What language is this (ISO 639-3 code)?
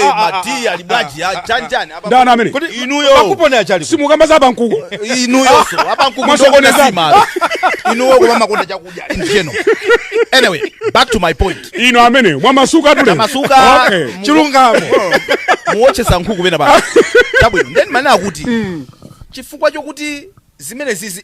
nya